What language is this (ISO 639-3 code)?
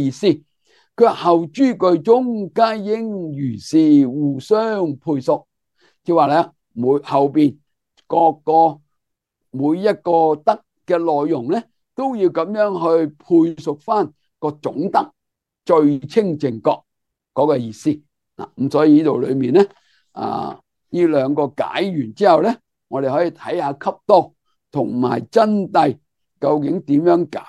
yue